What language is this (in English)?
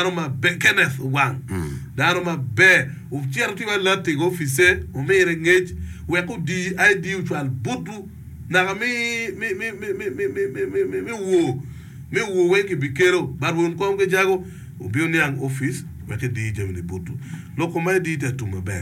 Acoli